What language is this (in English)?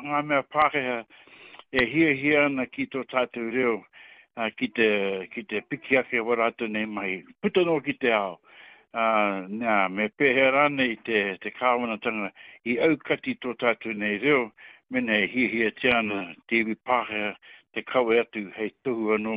Māori